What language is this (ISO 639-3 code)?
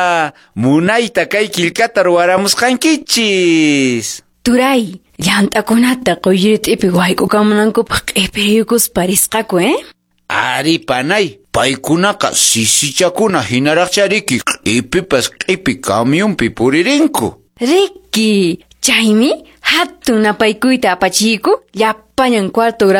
que